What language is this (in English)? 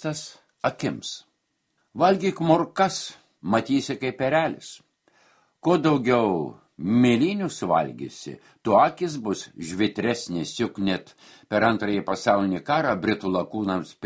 Lithuanian